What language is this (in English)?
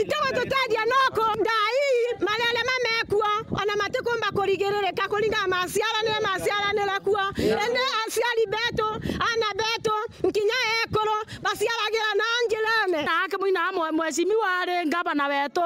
Meru